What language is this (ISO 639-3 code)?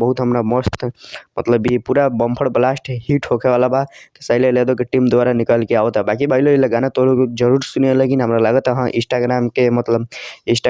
bho